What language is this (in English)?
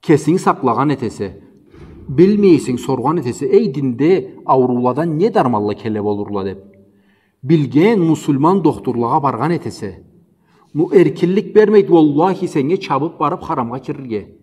Karachay-Balkar